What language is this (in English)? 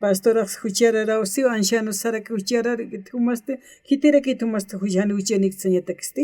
Aymara